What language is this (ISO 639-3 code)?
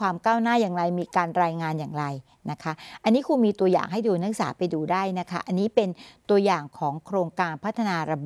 tha